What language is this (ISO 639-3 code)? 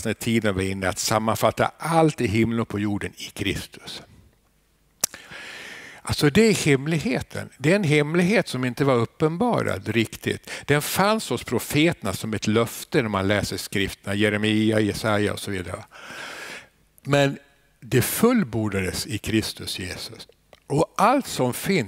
swe